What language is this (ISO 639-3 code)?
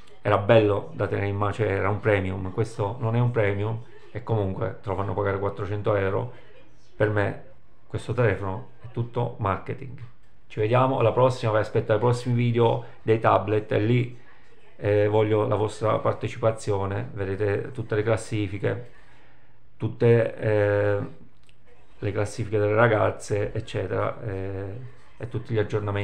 ita